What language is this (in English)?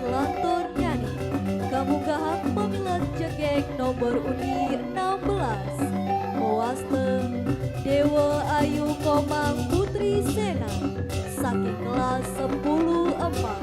Balinese